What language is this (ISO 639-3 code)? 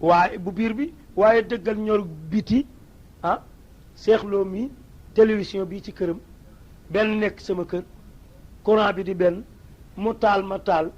wol